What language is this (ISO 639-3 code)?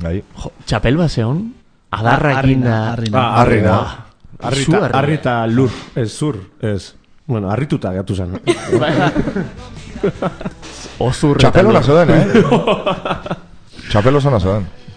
eus